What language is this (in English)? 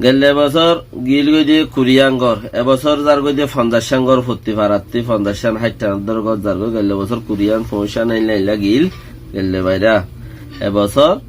Rohingya